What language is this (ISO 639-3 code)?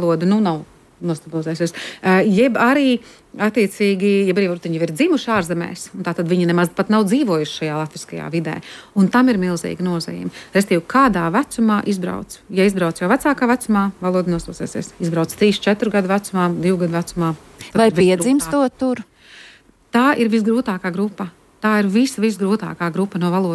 lav